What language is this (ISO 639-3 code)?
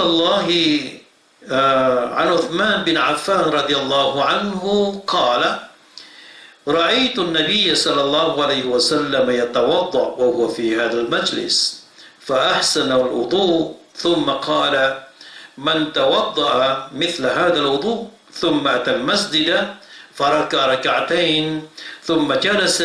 mrw